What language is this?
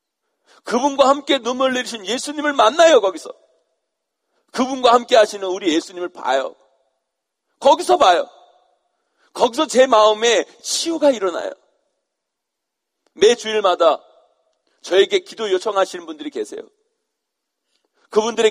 Korean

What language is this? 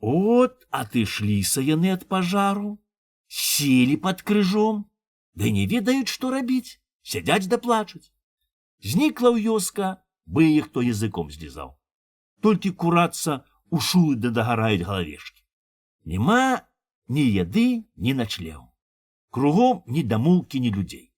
Belarusian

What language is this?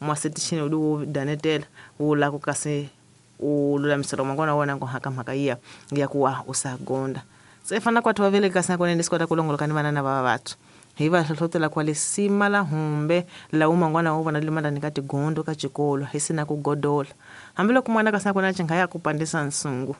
Tsonga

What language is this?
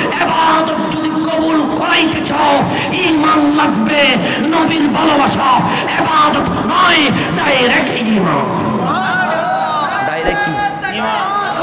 Bangla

